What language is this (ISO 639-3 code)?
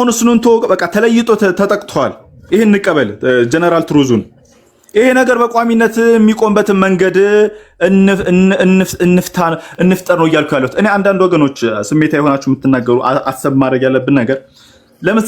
amh